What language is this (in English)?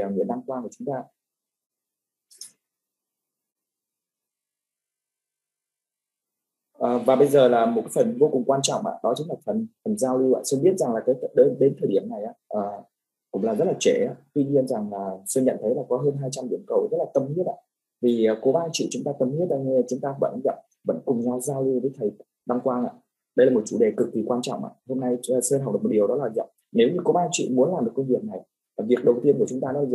Vietnamese